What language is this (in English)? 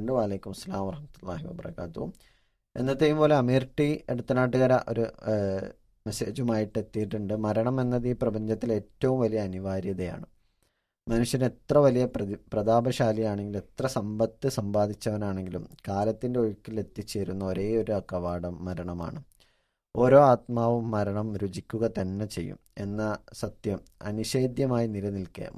Malayalam